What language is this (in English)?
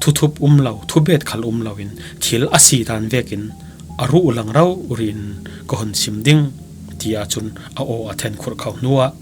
Falam Chin